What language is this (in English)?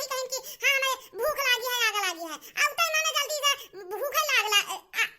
Awadhi